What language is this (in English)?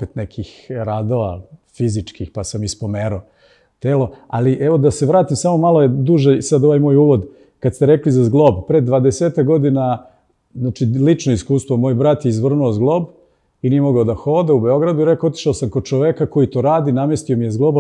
Serbian